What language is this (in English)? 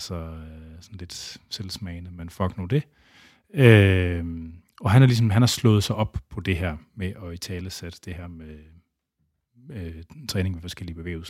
Danish